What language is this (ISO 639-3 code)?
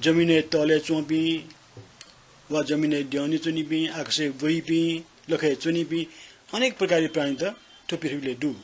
new